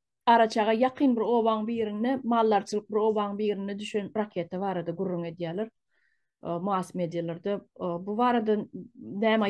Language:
Turkmen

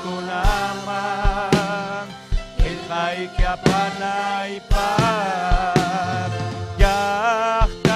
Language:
Ayacucho Quechua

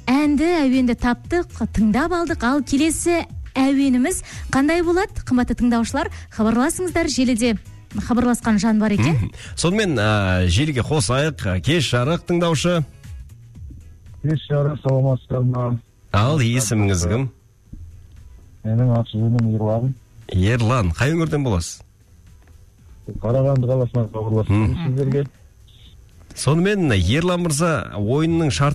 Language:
Kazakh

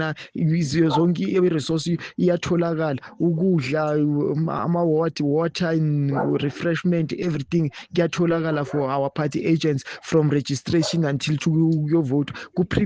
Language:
Zulu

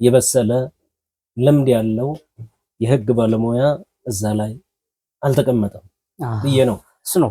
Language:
Amharic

